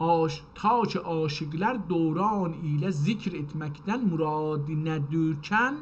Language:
South Azerbaijani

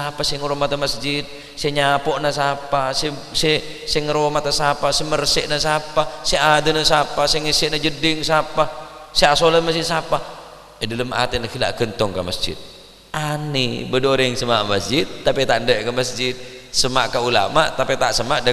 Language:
Madurese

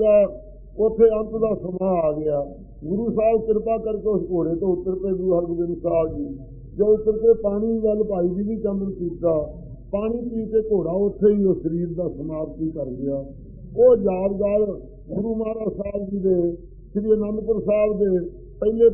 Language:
Punjabi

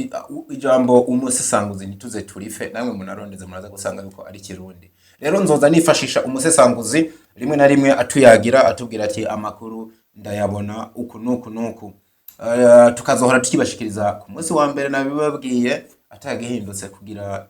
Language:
Rundi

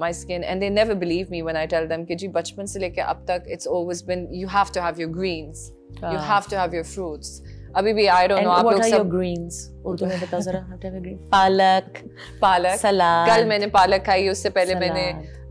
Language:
Urdu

